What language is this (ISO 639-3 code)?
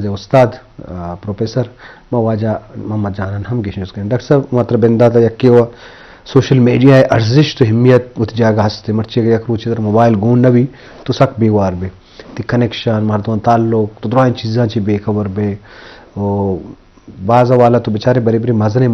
bal